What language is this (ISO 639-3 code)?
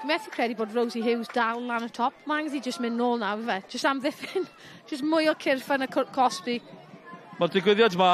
cym